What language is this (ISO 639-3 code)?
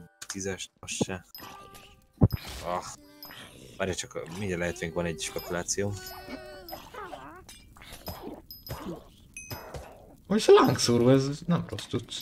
hun